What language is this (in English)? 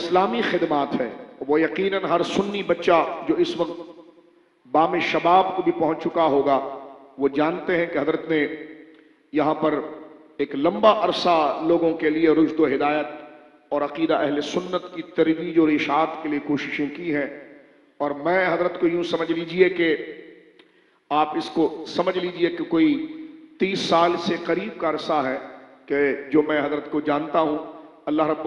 Urdu